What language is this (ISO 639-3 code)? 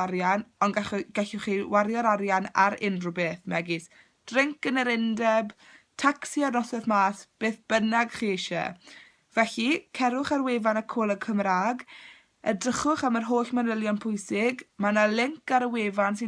cym